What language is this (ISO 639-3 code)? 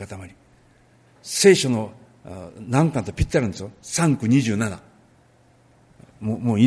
jpn